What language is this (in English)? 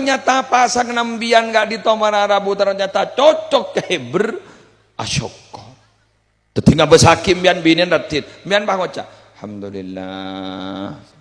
Madurese